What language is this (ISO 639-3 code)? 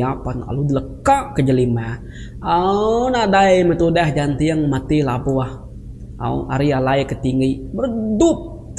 iba